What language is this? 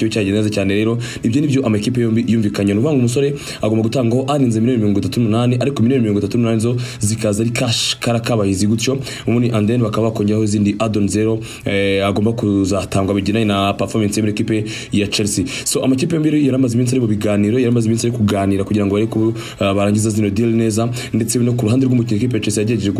Kinyarwanda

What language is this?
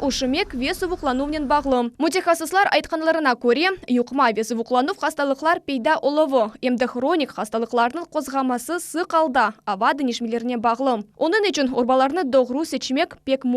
Crimean Tatar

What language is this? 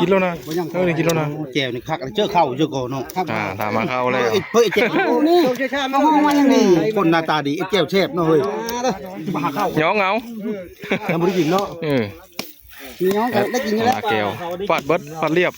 Northeastern Thai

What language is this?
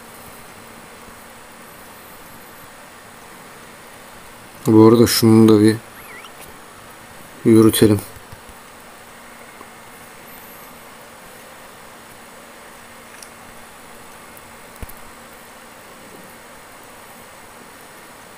Turkish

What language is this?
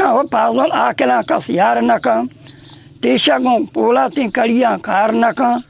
Eastern Balochi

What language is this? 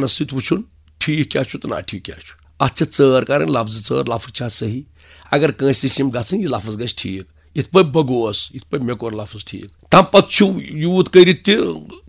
Kashmiri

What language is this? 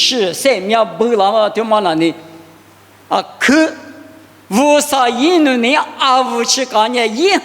Lisu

